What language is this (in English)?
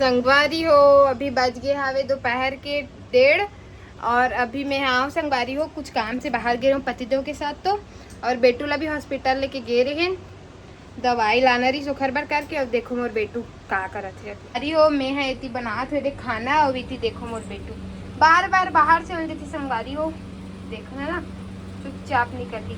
Chhattisgarhi